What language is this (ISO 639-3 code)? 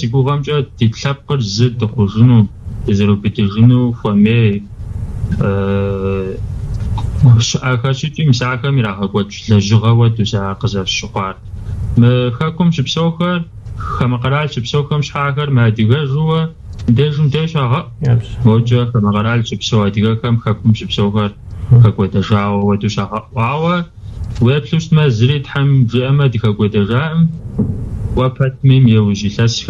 kbd